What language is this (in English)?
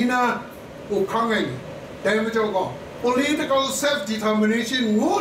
Kachin